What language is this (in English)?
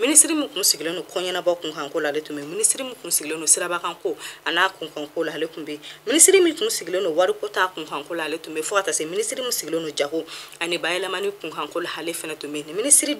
Bambara